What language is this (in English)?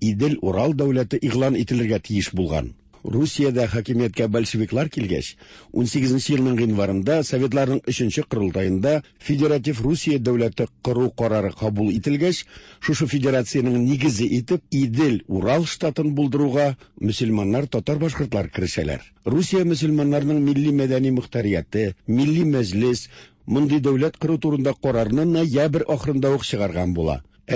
Tatar